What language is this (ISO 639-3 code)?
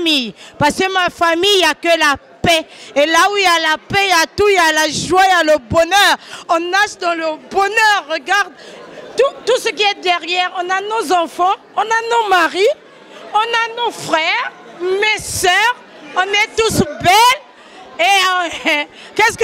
fra